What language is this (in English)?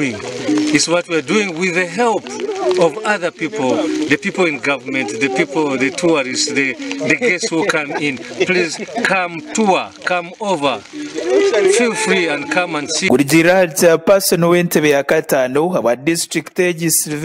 Nyankole